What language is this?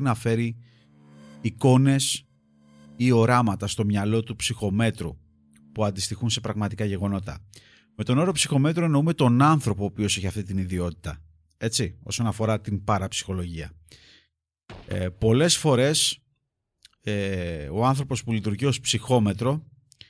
Greek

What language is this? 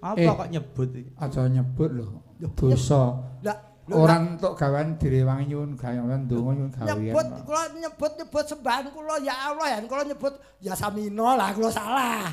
Javanese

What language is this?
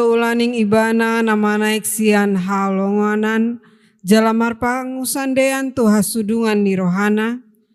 Batak Toba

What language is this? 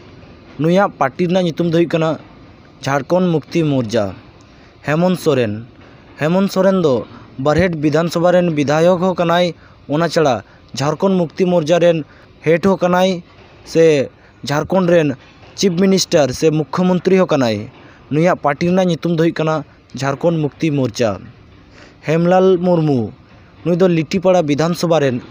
Santali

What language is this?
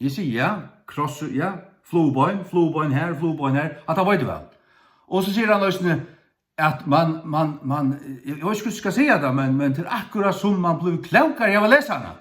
Faroese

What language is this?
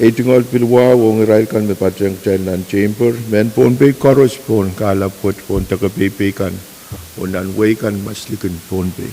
Pohnpeian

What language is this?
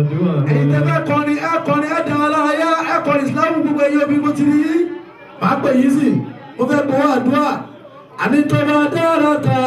Yoruba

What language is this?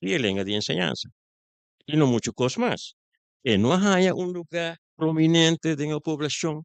Papiamento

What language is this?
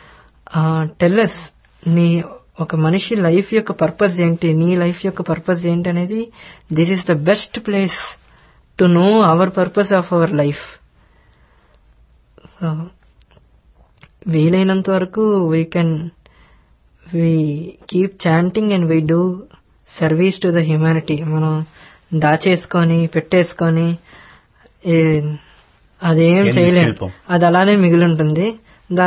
Telugu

